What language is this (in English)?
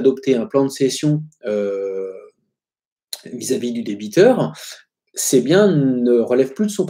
French